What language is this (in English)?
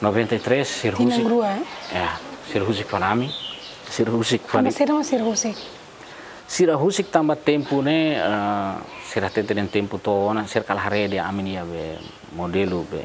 Tetum